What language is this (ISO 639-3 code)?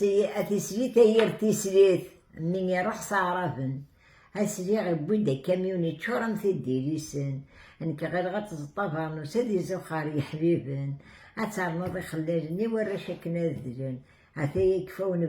kab